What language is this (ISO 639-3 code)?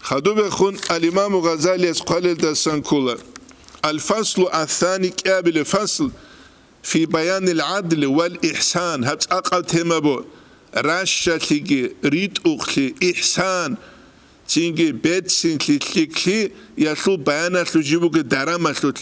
ava